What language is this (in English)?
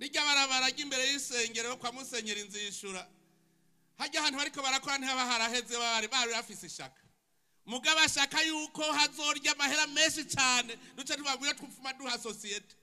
Rundi